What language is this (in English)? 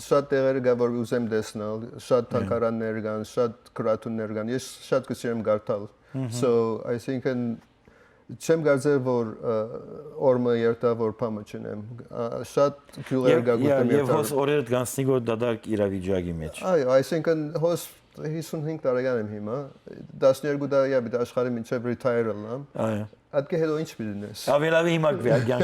Western Armenian